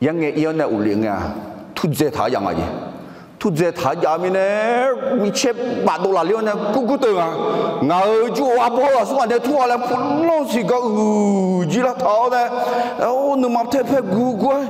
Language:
Akha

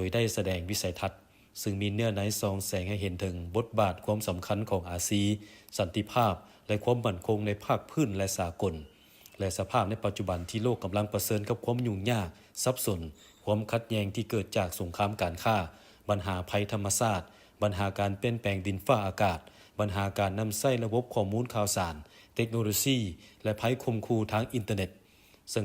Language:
Lao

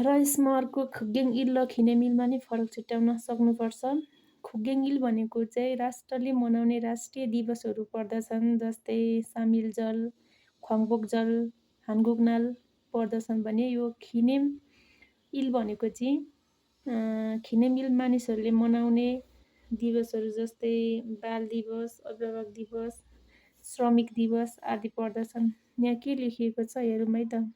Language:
Nepali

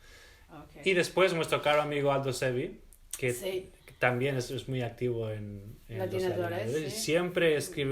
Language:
Ladino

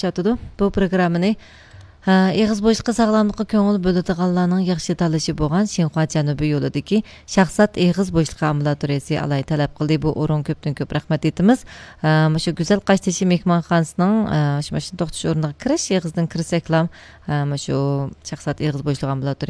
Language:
Uyghur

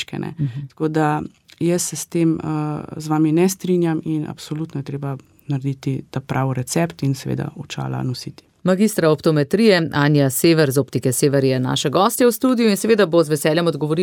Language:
Slovenian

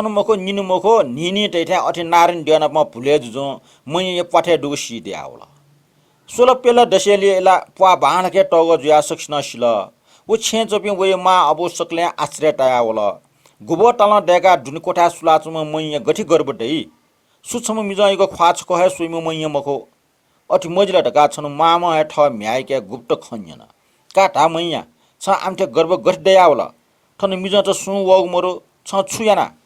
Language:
Newari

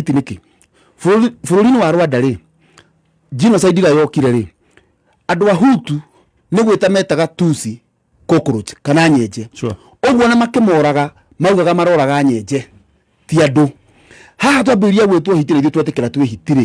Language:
Kikuyu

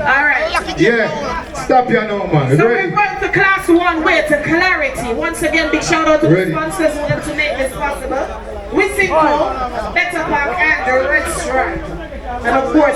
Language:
Jamaican Creole English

